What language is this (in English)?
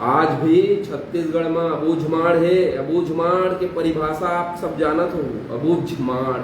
Chhattisgarhi